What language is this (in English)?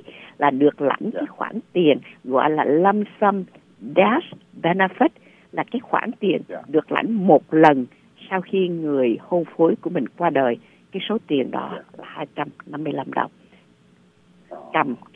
Vietnamese